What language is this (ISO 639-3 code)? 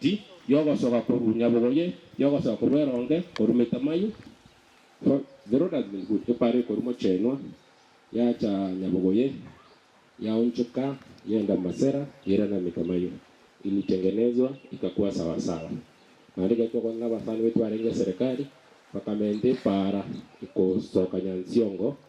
guz